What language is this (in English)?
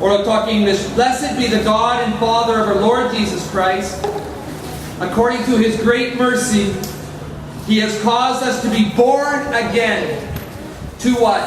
Tok Pisin